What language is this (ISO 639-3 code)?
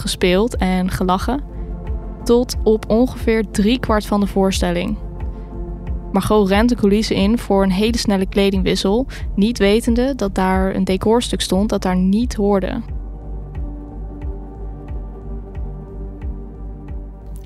nld